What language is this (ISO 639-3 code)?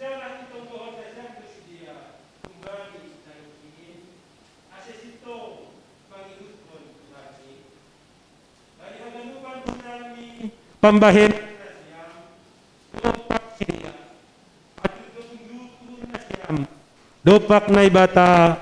bts